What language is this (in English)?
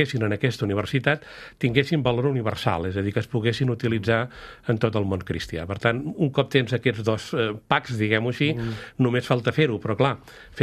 Catalan